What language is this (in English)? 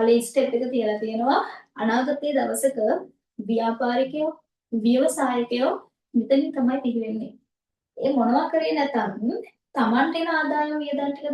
Sinhala